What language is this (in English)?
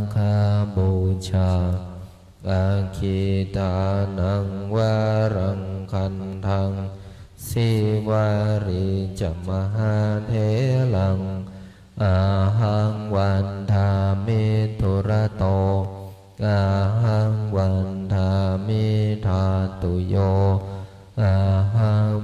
Pali